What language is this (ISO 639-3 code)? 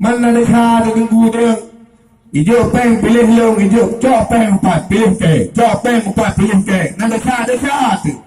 ace